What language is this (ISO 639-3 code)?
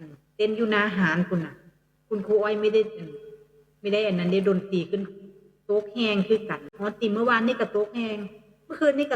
lao